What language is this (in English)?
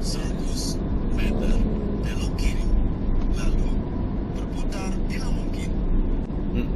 Minangkabau